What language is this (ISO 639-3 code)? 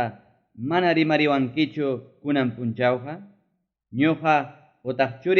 quy